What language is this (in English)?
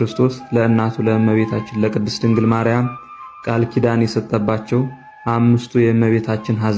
Amharic